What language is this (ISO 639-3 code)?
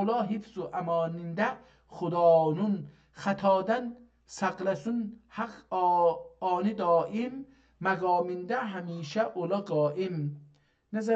azb